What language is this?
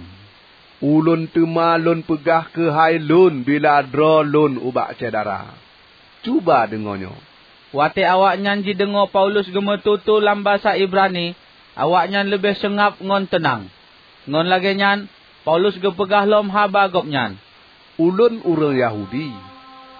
Achinese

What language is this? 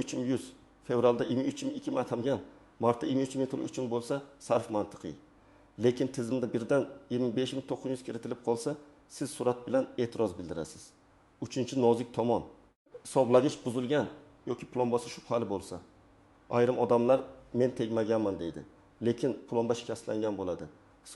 Uzbek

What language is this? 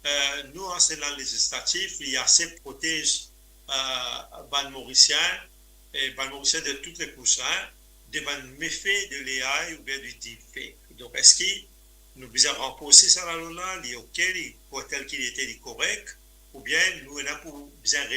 Morisyen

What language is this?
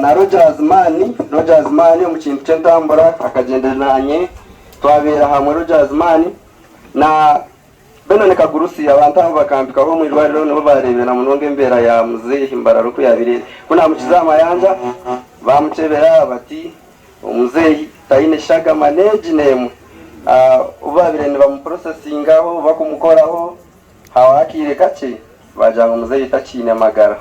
Nyankole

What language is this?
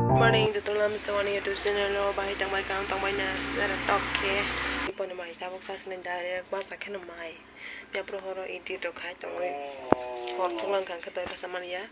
Kok Borok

